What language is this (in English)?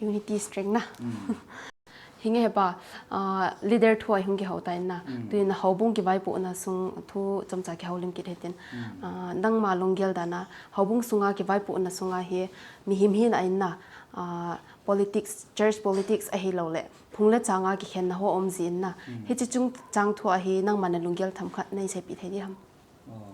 Thado Chin